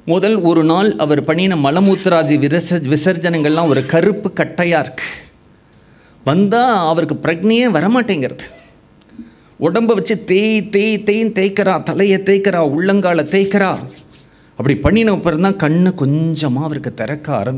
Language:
Tamil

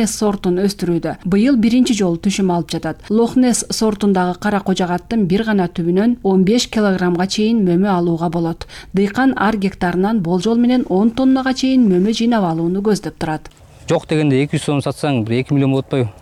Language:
Kyrgyz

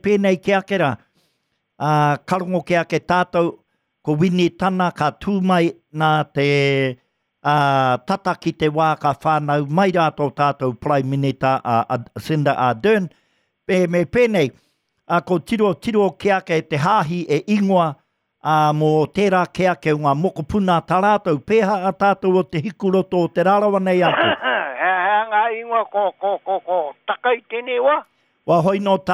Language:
Māori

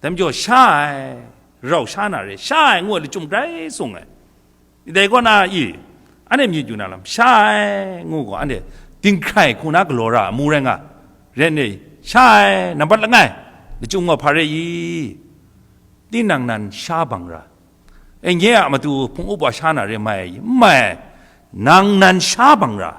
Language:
Kachin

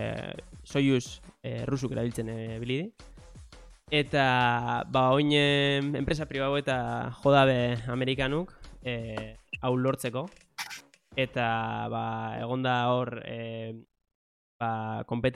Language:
Basque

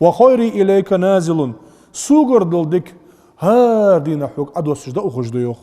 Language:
Ingush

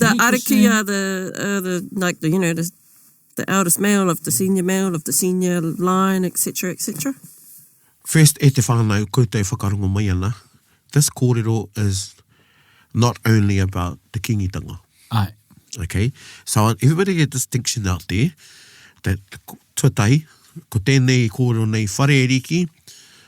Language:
Māori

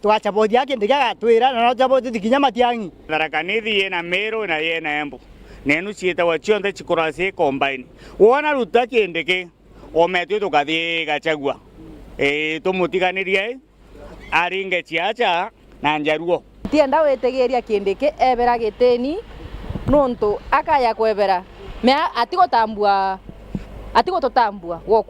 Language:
Meru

